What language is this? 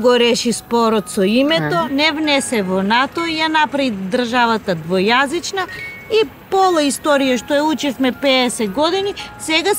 Macedonian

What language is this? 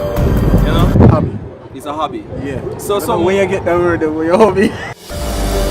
Jamaican Creole English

